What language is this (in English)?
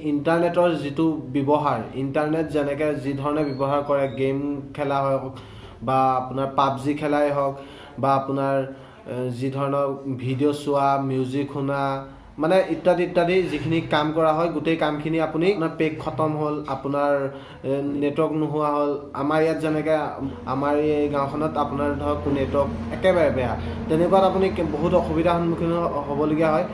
Assamese